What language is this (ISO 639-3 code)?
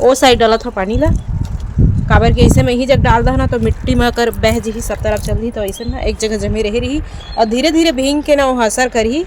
hne